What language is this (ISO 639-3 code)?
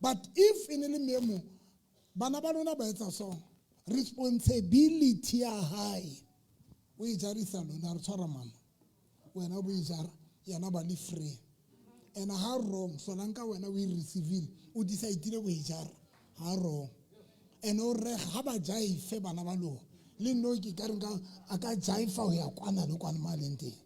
sot